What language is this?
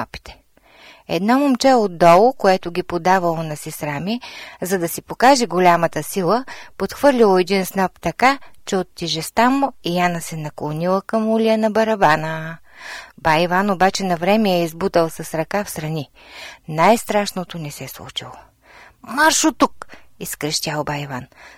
Bulgarian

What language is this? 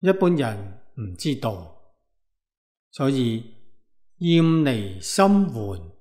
Cantonese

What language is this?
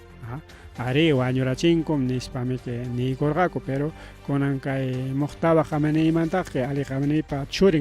Ayacucho Quechua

